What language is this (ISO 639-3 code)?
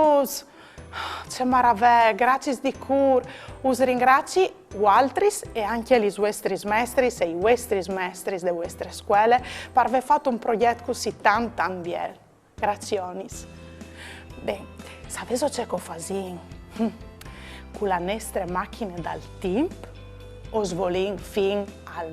fur